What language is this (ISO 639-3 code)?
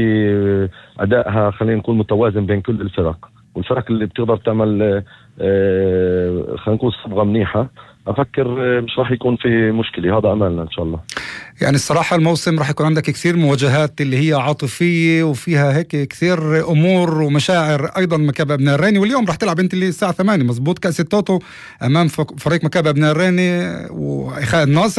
apc